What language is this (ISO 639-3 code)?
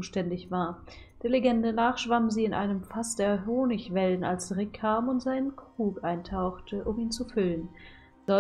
deu